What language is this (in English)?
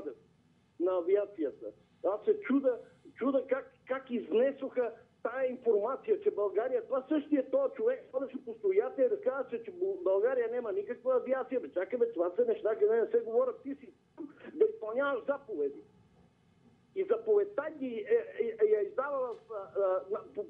Bulgarian